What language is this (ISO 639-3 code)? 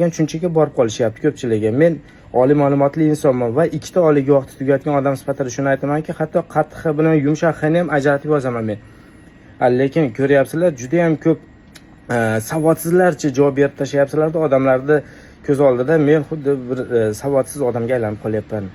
uzb